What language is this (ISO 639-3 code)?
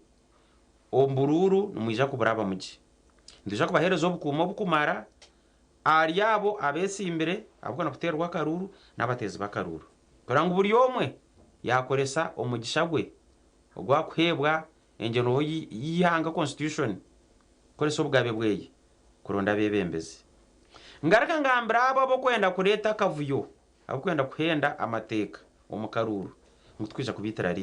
nyn